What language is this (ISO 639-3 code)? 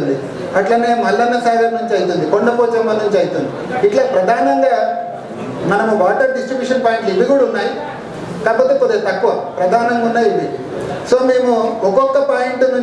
tel